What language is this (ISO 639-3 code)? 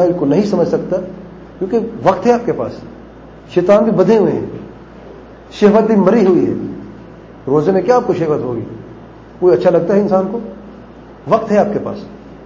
urd